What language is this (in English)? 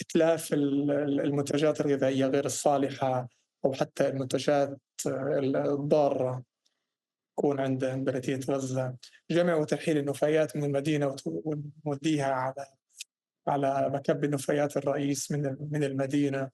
North Levantine Arabic